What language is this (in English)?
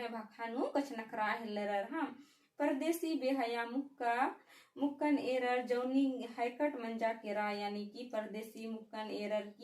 Kurukh